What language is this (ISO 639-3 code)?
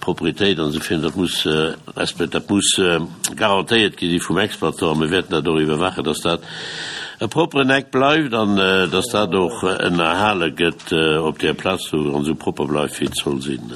ltz